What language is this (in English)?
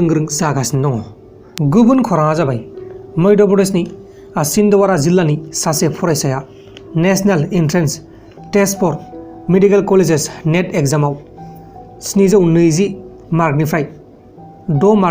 Bodo